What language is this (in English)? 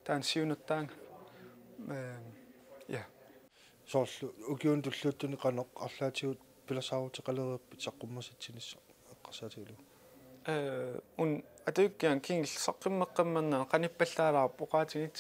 Kalaallisut